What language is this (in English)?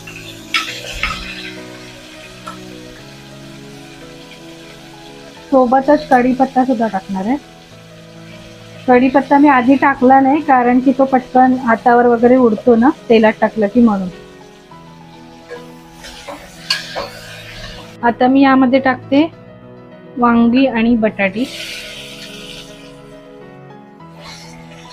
Marathi